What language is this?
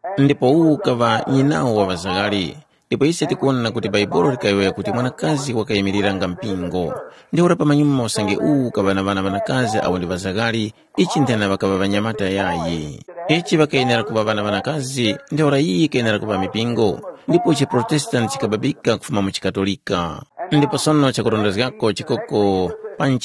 Tumbuka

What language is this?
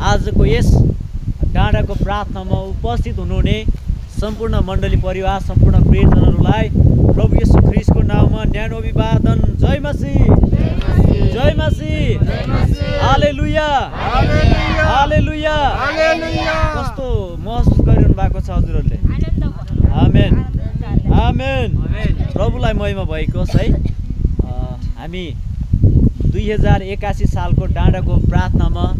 Nepali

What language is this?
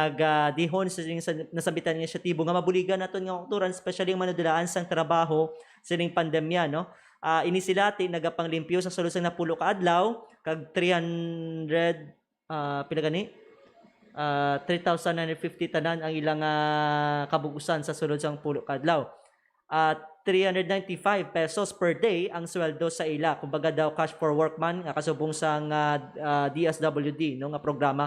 Hiligaynon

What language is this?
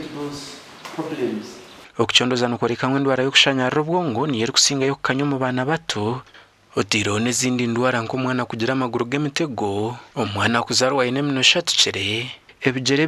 Nyankole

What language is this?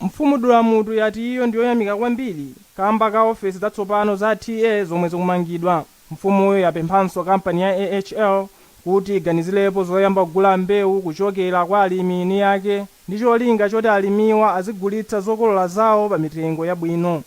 Nyanja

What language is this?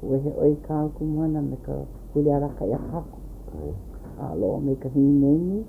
Hawaiian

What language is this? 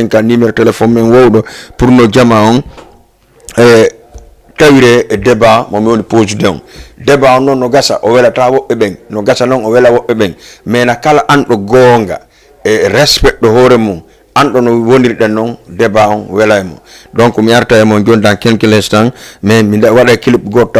Fula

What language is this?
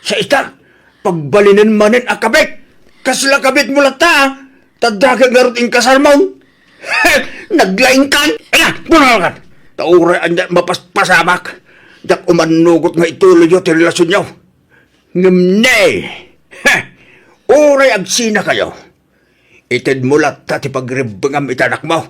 Iloko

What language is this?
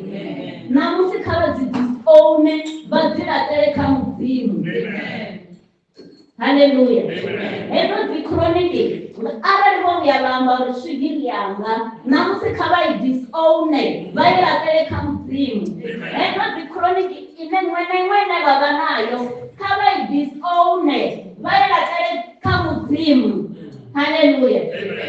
Venda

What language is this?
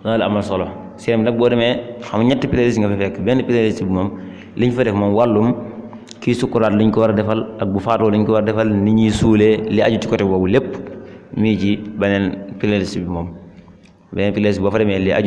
Wolof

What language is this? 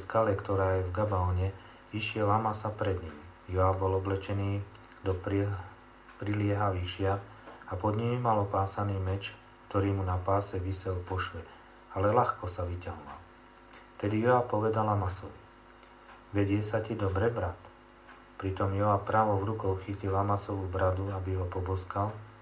Slovak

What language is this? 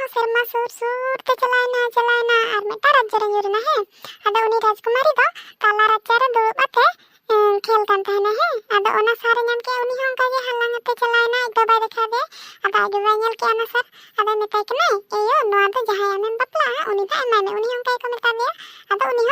Santali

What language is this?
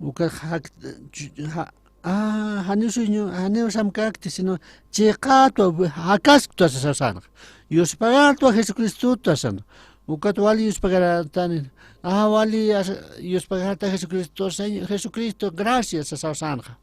Aymara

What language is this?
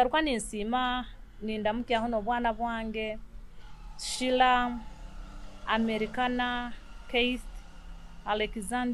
Nyoro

